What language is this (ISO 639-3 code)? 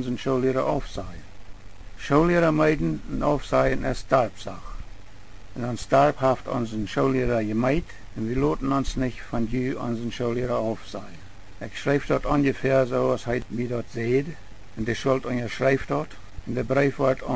pdt